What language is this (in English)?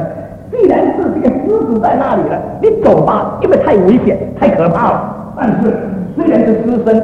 Chinese